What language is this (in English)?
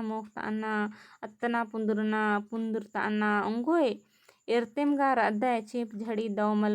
Kurukh